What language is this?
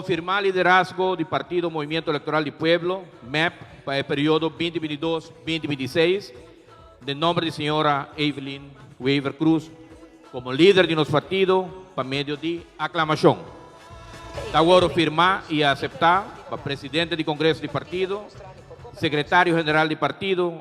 Papiamento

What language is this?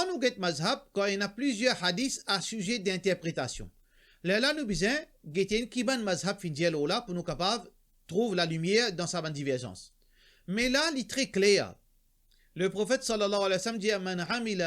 Morisyen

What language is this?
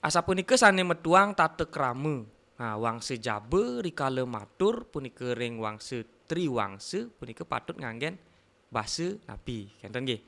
Balinese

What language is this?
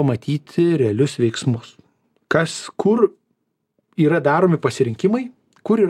Lithuanian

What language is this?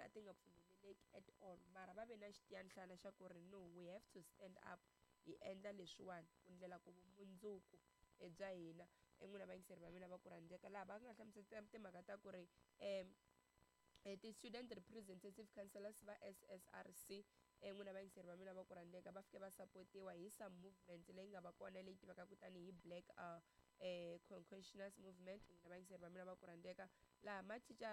Tsonga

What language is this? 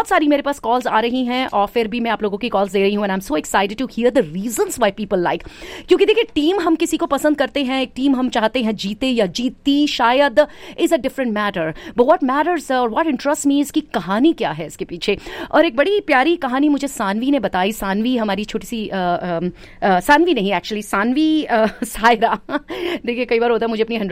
Hindi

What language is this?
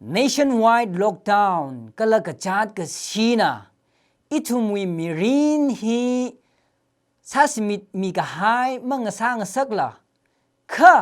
Tangkhul Naga (India)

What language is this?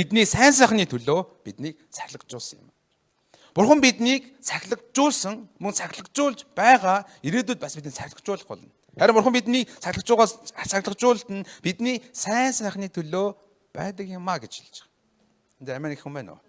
Mongolian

